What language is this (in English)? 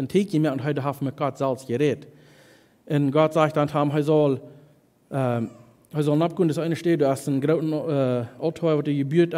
Plautdietsch